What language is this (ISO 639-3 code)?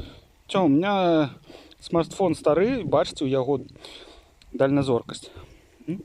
bel